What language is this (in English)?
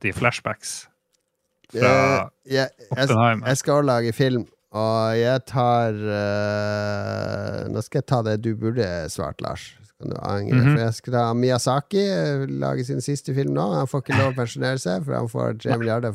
Norwegian